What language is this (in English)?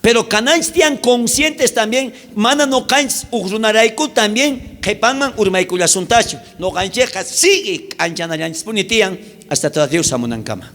South Bolivian Quechua